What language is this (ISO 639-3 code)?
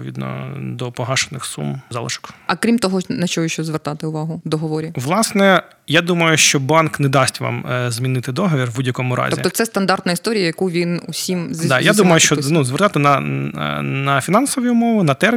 ukr